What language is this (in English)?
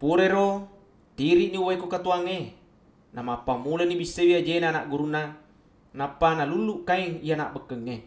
Buginese